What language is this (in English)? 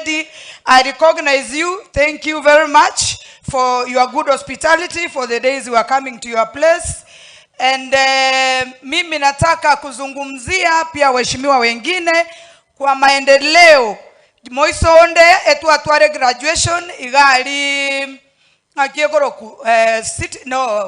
Gusii